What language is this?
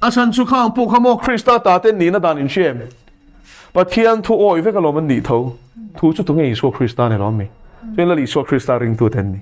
Mizo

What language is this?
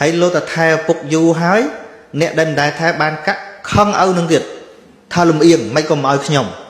Khmer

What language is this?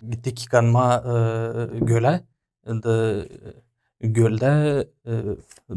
Gagauz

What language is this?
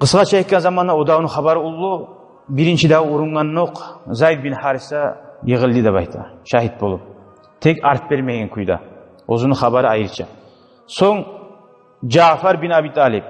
Kumyk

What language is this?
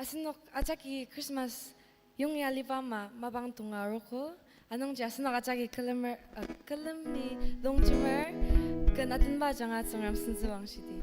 Ao Naga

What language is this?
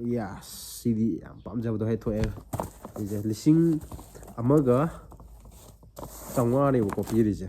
Manipuri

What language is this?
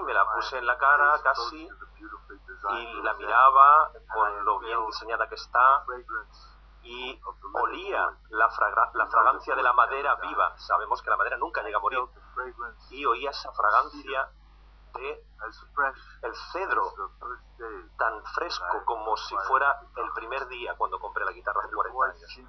Spanish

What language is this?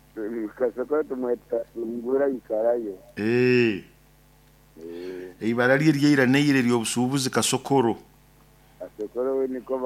Nyoro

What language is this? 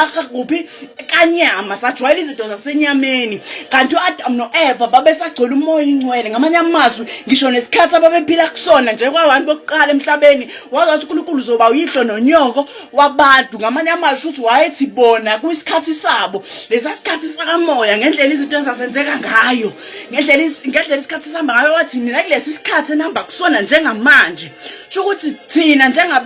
Zulu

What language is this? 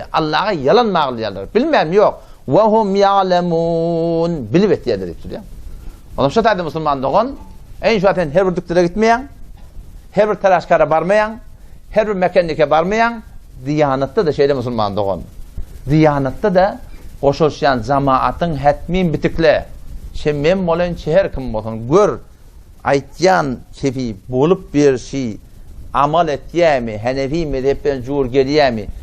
Turkmen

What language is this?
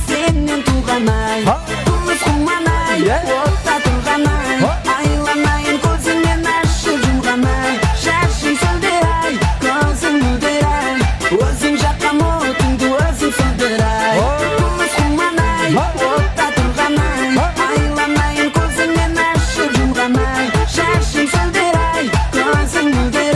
Kara-Kalpak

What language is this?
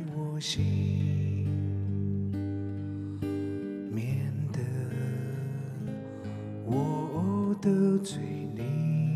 Chinese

